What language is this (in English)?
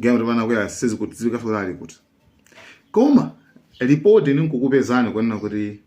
Nyanja